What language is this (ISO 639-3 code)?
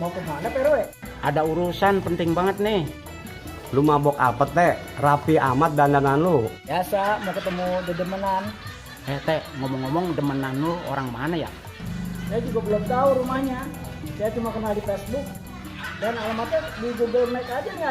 bew